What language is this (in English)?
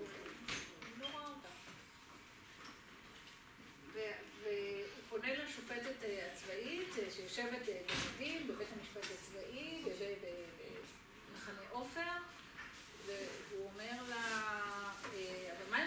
Hebrew